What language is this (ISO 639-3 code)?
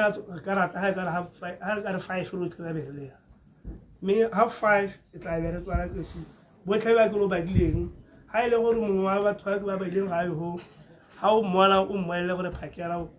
tsn